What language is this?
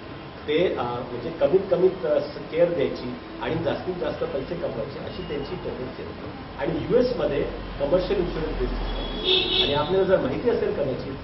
Marathi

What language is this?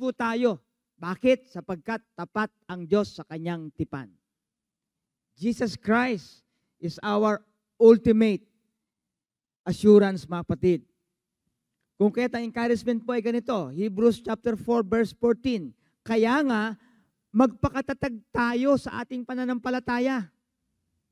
Filipino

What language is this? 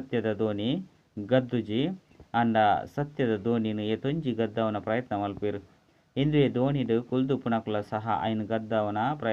Tulu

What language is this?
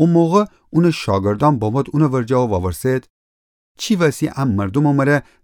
Gilaki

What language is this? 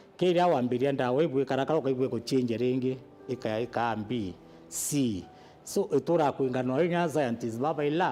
Meru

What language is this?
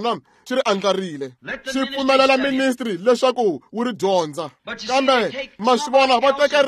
Tsonga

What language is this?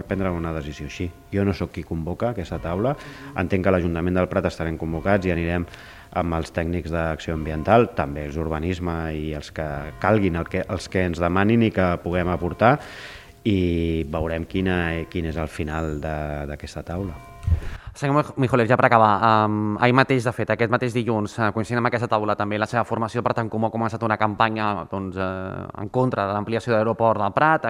Catalan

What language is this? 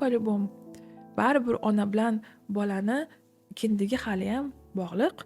Uzbek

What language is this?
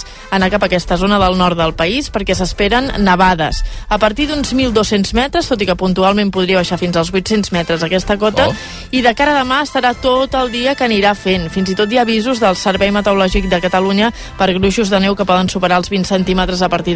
Catalan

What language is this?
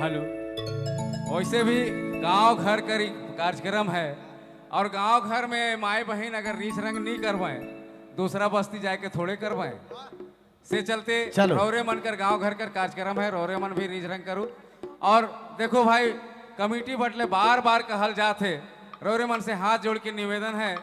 Sadri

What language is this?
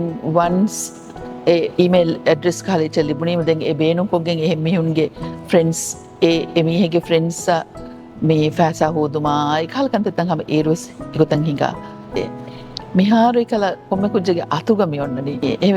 Divehi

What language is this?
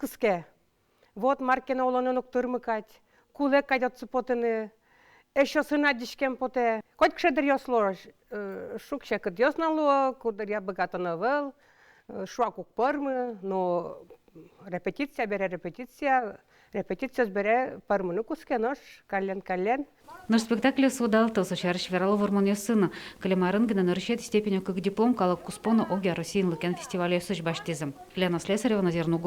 Udmurt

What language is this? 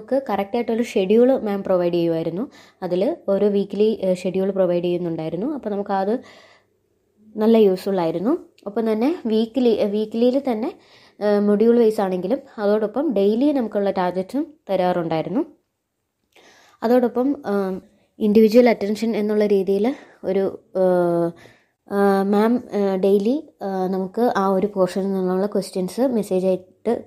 Malayalam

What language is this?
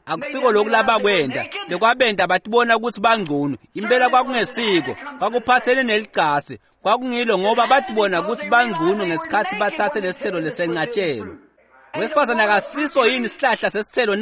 Swati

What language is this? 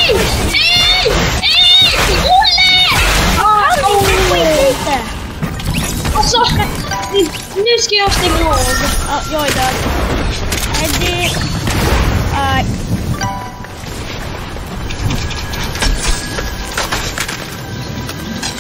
Swedish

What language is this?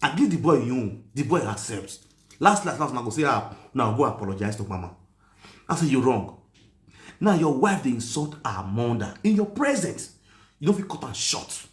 Nigerian Pidgin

